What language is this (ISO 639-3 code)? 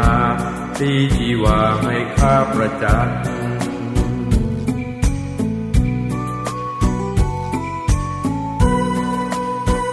tha